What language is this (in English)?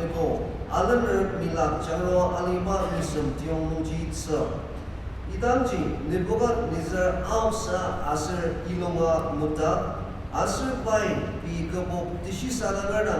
Ao Naga